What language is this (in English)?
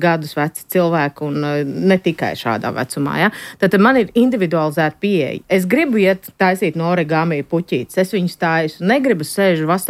Latvian